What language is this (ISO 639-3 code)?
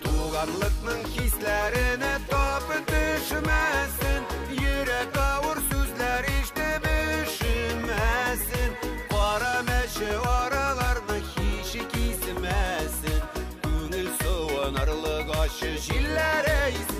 bak